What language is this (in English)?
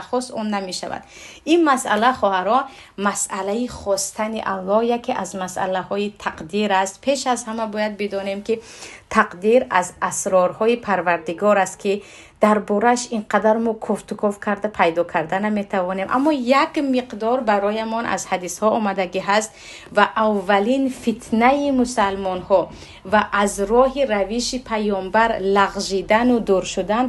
Tajik